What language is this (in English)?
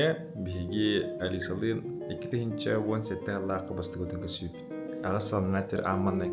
Yakut